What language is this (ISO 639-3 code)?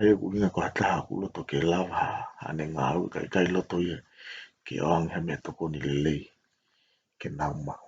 ton